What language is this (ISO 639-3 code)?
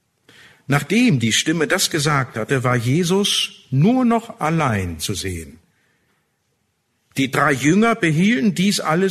deu